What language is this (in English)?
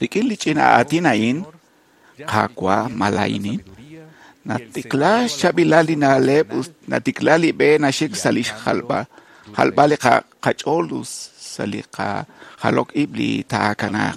Kekchí